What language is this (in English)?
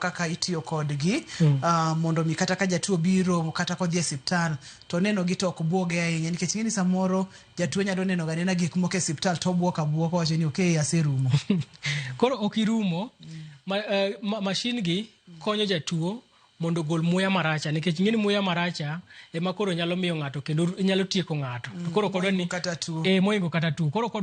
Luo (Kenya and Tanzania)